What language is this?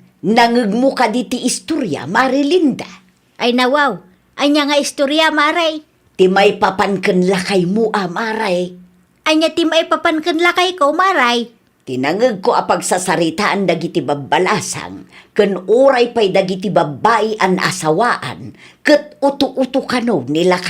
Iloko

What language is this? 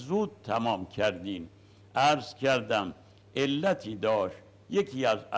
Persian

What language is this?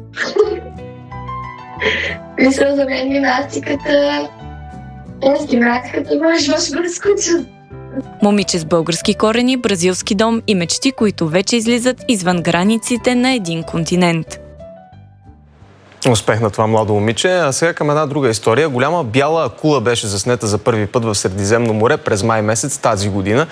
Bulgarian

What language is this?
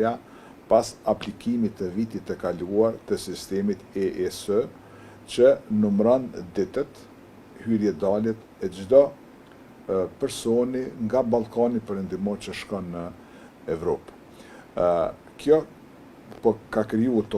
Albanian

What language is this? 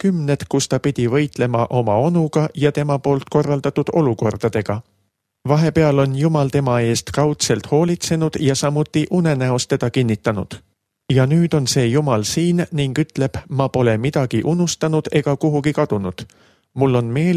Estonian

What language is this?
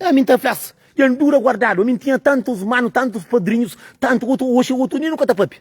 Kabuverdianu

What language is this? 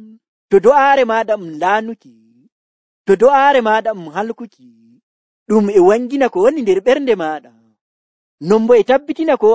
Nigerian Fulfulde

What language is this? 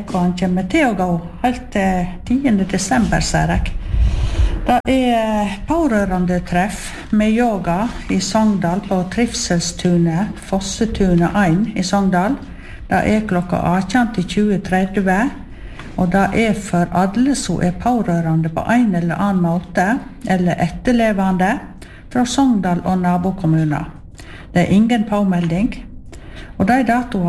Norwegian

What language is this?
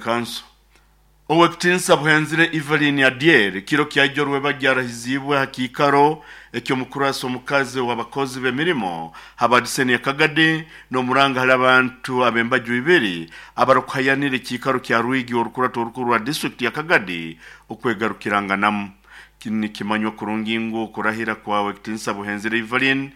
Nyoro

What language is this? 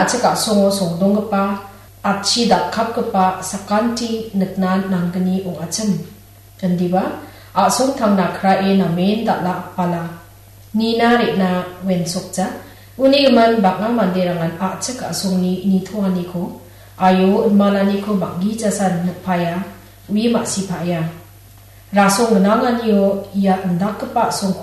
Garo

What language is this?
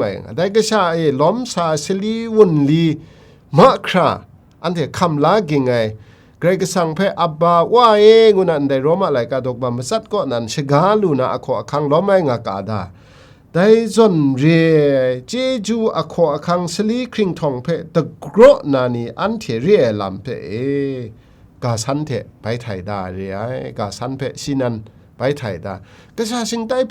Kachin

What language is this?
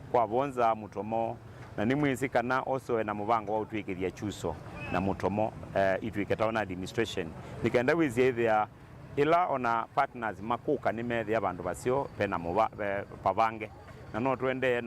Kamba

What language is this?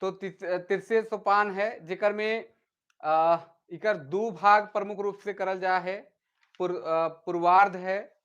Sadri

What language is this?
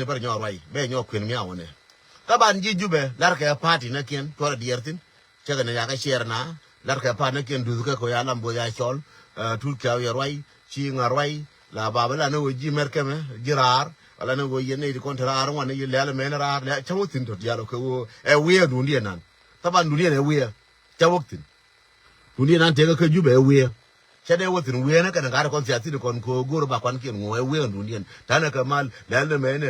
Nuer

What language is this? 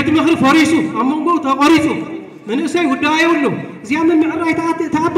Tigrinya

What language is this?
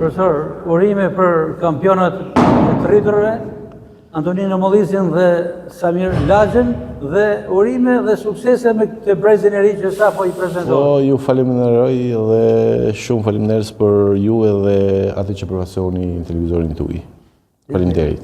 Albanian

